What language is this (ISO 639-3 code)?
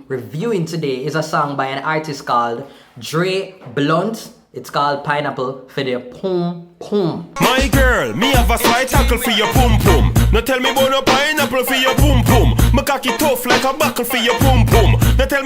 jam